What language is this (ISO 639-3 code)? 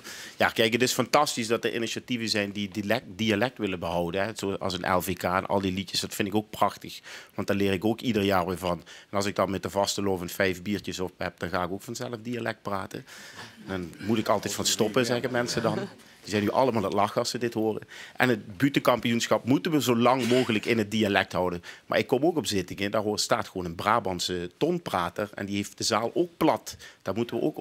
lim